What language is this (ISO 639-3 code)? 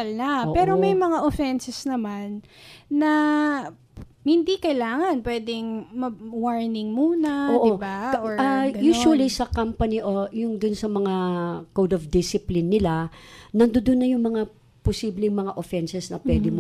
fil